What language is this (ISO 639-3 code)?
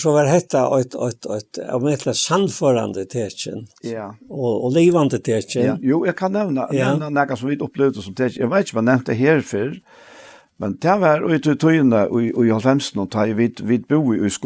fao